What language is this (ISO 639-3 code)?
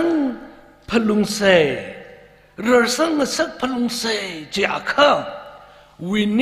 nmf